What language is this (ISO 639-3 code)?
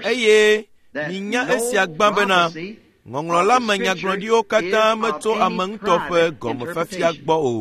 ewe